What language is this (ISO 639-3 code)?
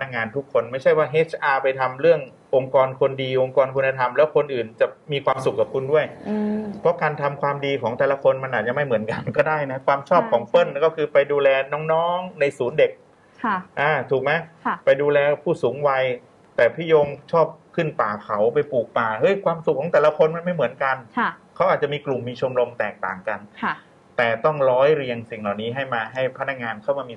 tha